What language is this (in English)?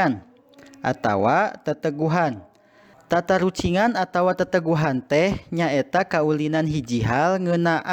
Sundanese